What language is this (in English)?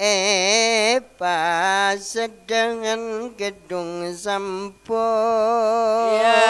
Madurese